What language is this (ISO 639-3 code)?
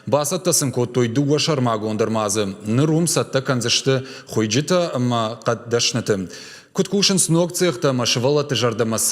oss